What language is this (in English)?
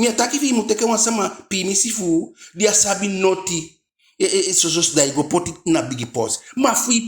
Eastern Maroon Creole